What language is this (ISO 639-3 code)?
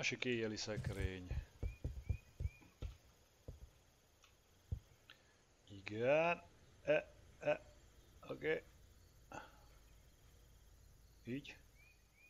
hun